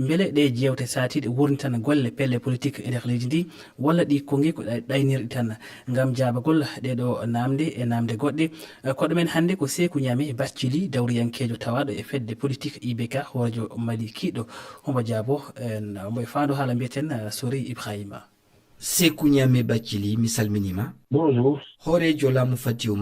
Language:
Fula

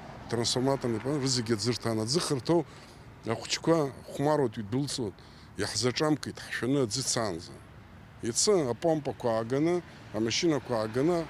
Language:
Abkhazian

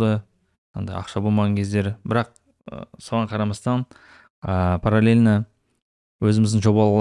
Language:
Kazakh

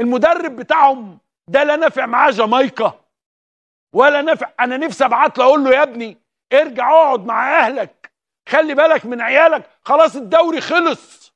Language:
Egyptian Arabic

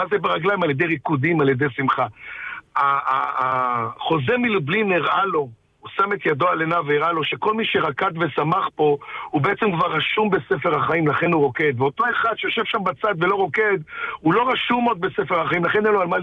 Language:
Hebrew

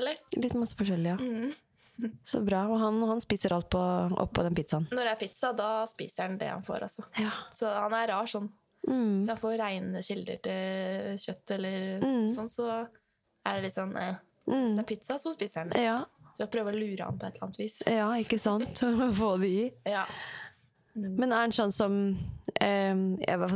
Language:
Norwegian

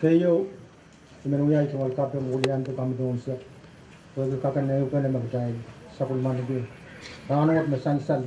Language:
Pohnpeian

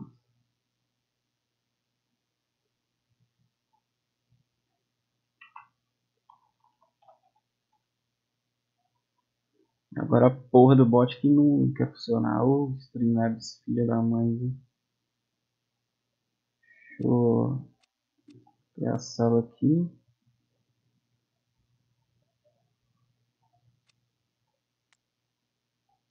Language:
Portuguese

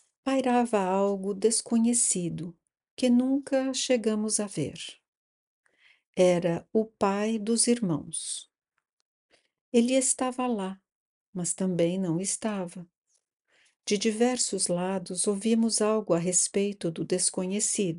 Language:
Portuguese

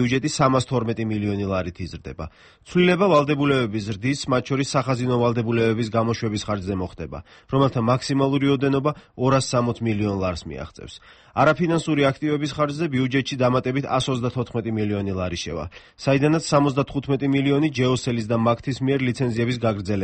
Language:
Georgian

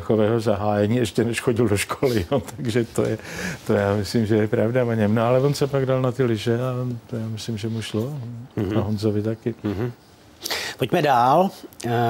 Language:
Czech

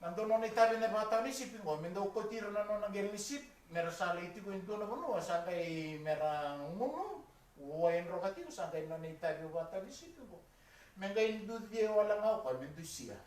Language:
Fijian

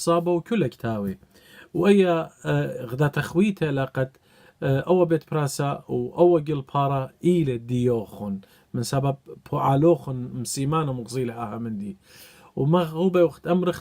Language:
Assyrian Neo-Aramaic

